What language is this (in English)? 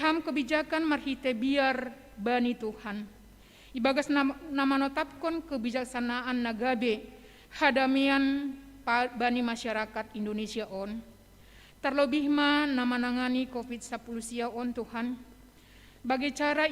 Batak Simalungun